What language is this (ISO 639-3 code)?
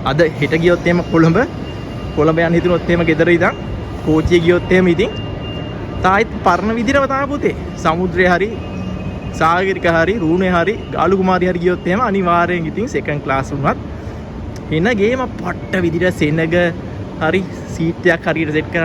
sin